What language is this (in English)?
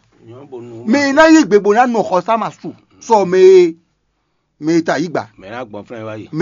Fon